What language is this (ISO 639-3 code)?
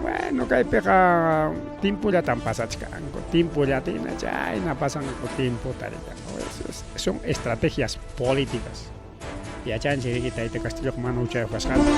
quy